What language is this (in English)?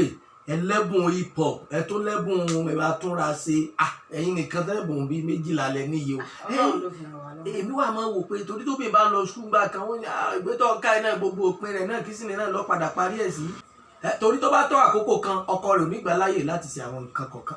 Yoruba